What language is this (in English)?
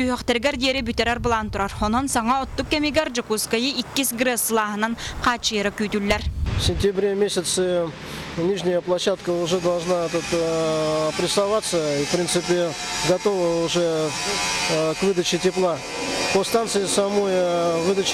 Yakut